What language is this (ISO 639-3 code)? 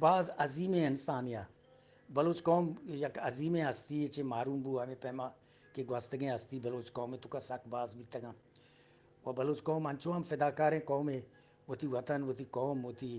bgp